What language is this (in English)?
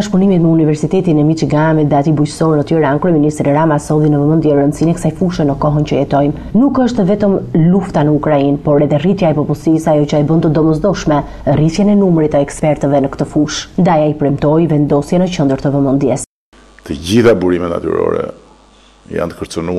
Albanian